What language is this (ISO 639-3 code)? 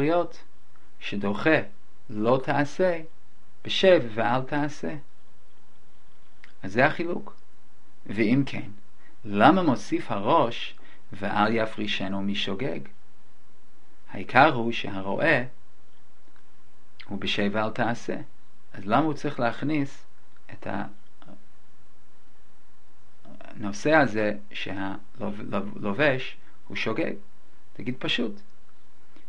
heb